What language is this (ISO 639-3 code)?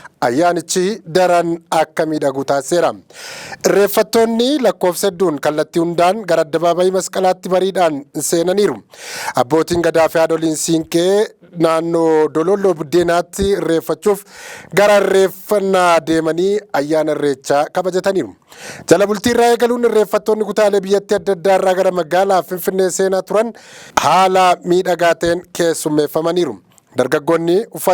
orm